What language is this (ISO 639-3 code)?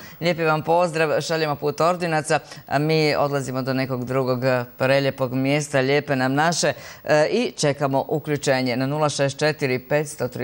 hrv